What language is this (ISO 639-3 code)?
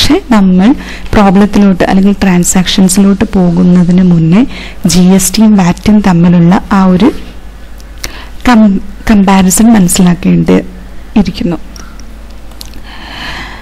mal